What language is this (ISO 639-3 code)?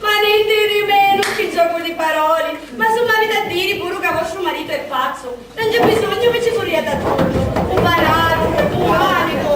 scn